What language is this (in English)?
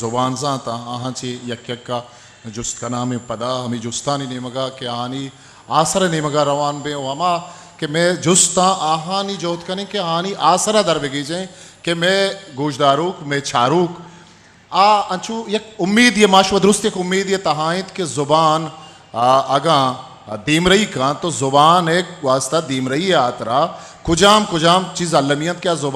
Eastern Balochi